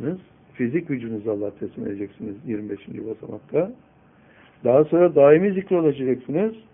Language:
Turkish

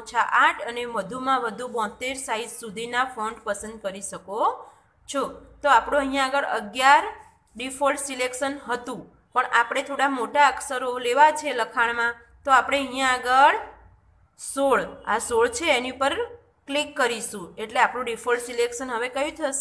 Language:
Gujarati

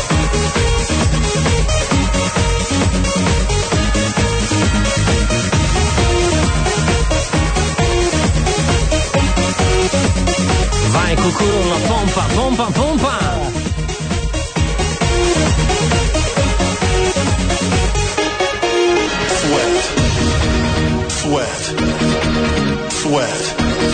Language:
Italian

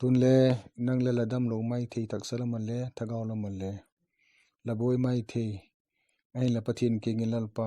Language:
Vaiphei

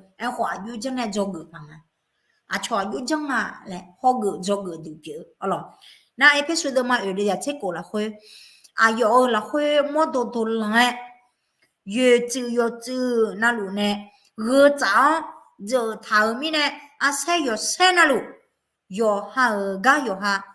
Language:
Akha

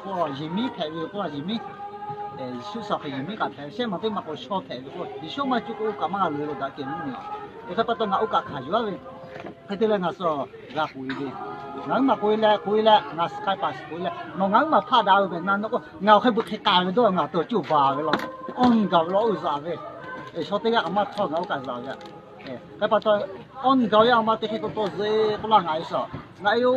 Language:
Lahu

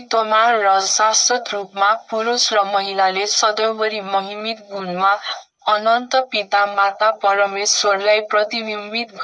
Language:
Nepali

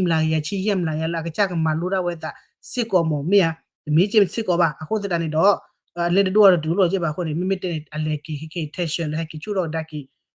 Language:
S'gaw Karen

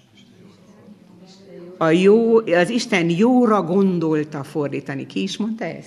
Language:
Hungarian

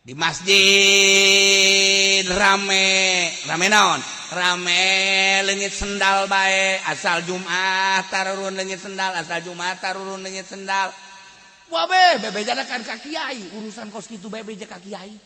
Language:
Sundanese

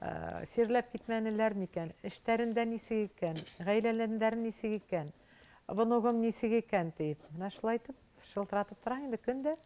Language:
Bashkir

